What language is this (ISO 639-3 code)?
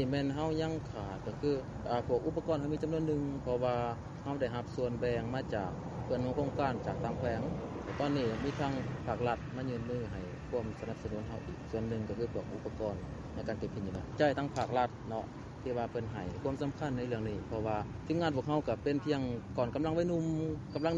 lao